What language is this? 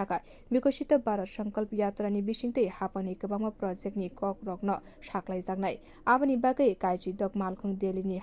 Kok Borok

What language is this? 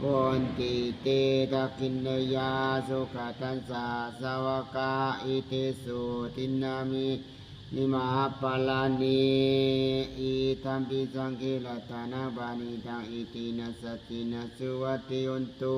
Pali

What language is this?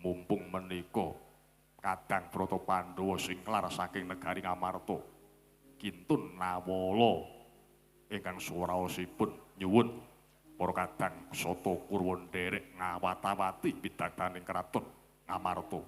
Javanese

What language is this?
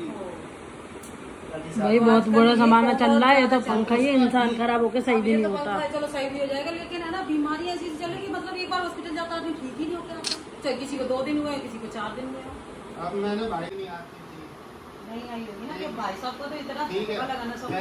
Hindi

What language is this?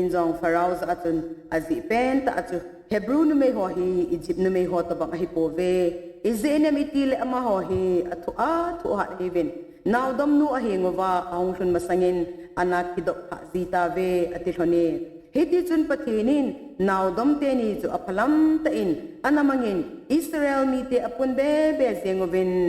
Thado Chin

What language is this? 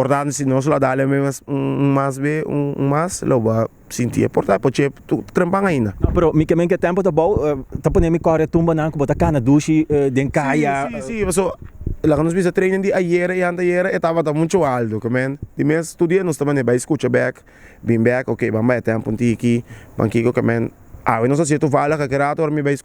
Papiamento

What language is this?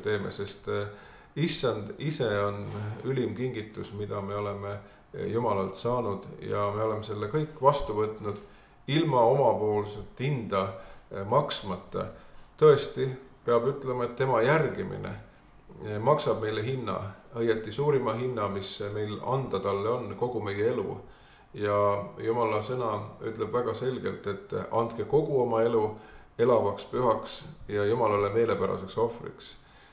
Estonian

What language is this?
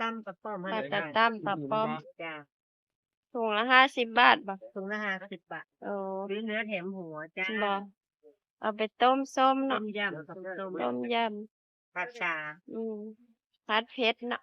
Northeastern Thai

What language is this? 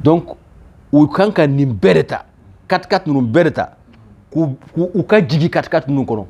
Bambara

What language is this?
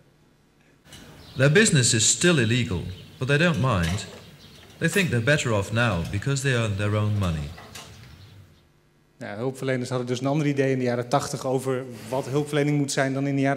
Dutch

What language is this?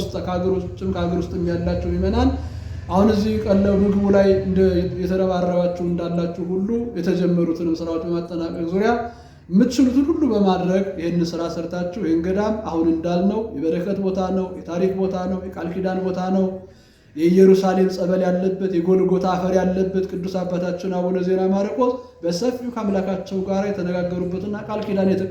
Amharic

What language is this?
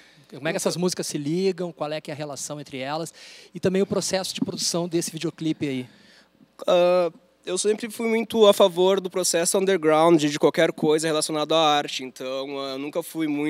Portuguese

